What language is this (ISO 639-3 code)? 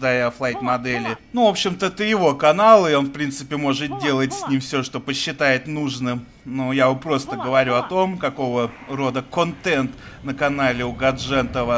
rus